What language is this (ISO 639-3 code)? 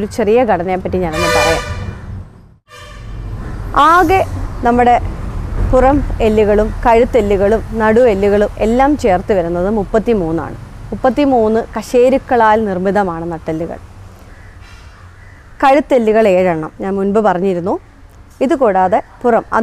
mal